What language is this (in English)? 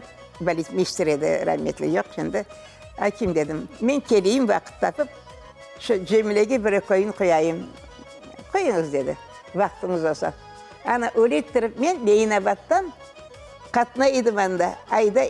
Crimean Tatar